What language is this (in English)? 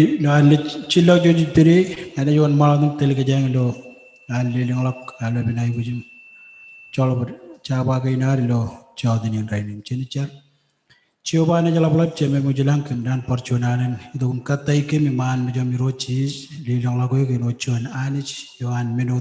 Marshallese